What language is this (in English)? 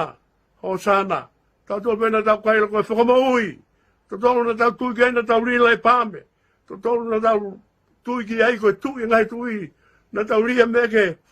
Tongan